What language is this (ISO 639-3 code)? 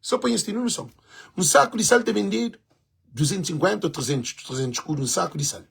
kea